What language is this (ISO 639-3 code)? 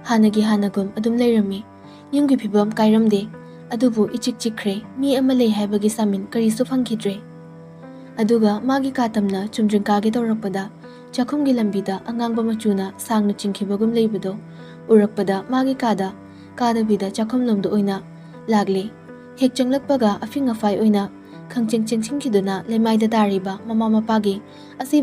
mni